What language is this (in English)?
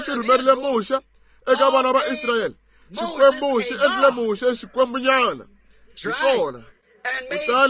Tsonga